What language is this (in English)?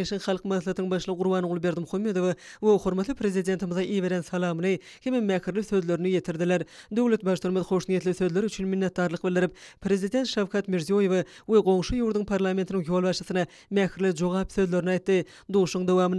Turkmen